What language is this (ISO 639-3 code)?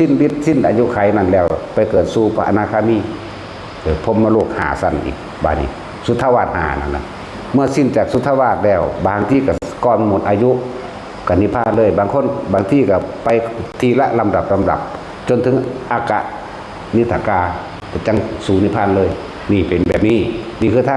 lao